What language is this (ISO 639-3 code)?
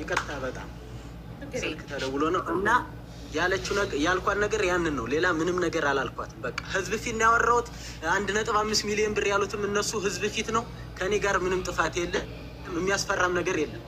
amh